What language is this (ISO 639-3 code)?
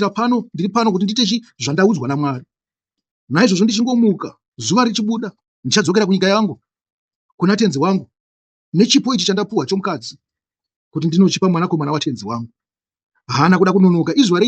sna